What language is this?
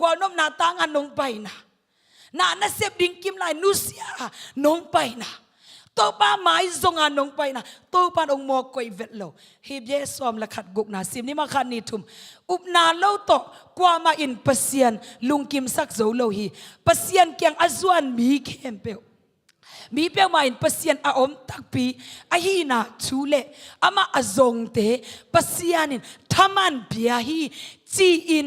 Tedim Chin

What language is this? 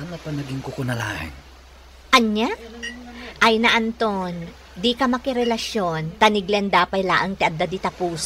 Iloko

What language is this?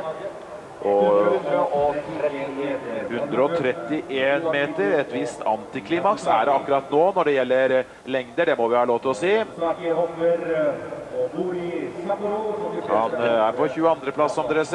Norwegian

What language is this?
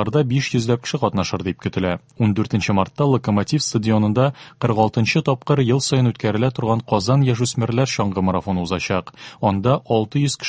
Tatar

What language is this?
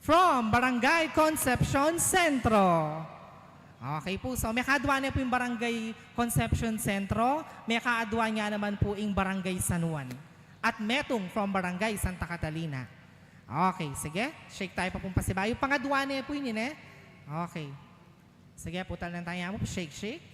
Pampanga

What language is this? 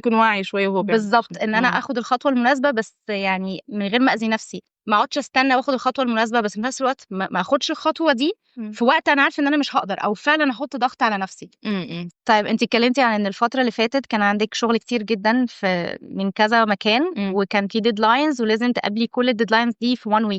Egyptian Arabic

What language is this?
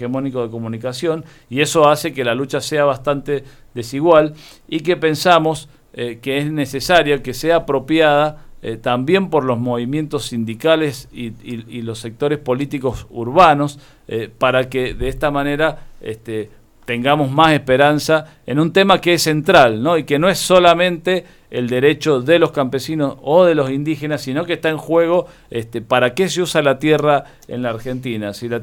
Spanish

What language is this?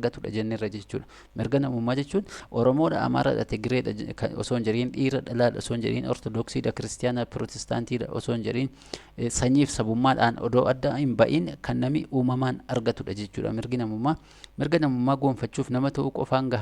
Oromo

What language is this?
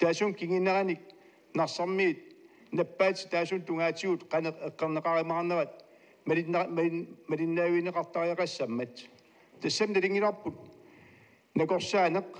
Kalaallisut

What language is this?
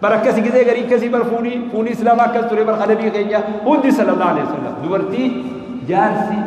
Oromo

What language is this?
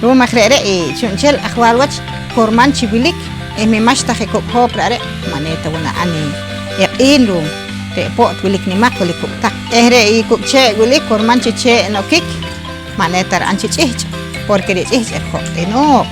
Poqomchi'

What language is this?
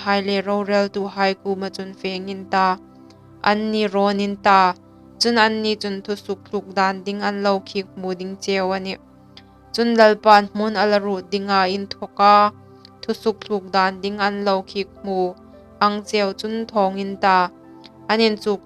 Hmar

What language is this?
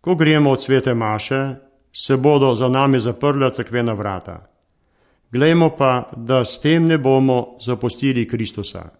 Slovenian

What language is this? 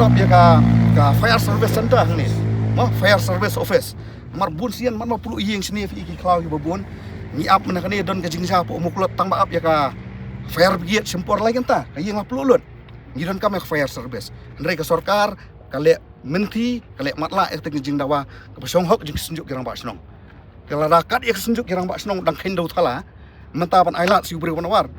Khasi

